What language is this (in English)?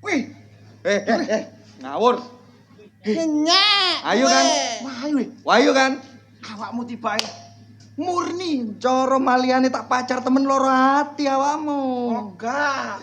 Javanese